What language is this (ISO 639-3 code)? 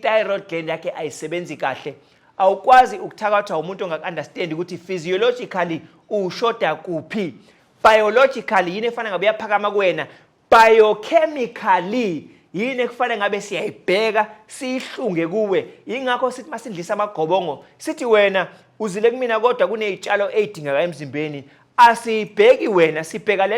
zul